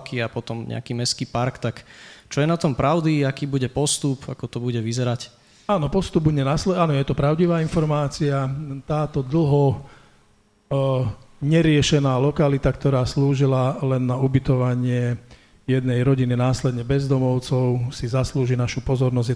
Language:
Slovak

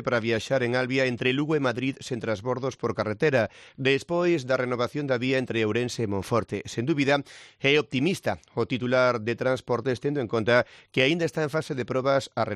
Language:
Galician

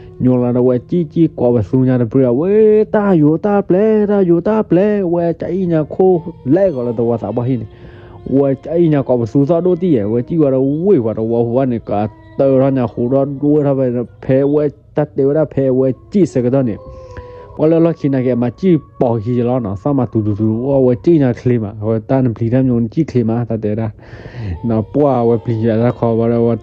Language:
S'gaw Karen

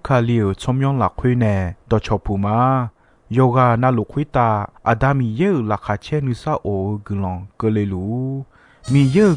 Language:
Akha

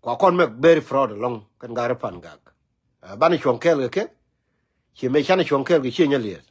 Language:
Nuer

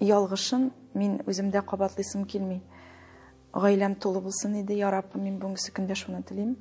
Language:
Tatar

